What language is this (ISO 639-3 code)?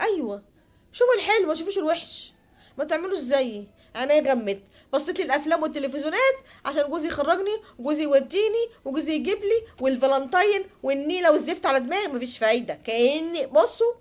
arz